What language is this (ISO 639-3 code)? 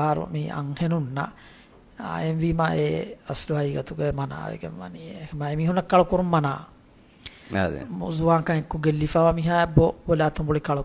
div